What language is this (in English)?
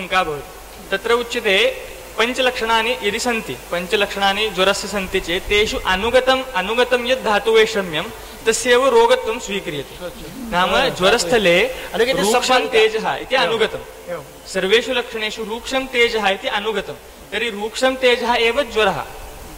Sanskrit